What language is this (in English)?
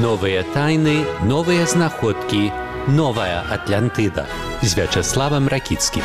Belarusian